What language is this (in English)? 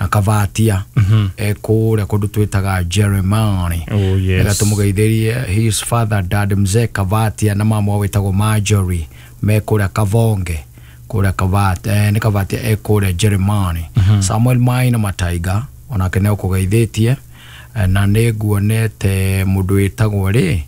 Kikuyu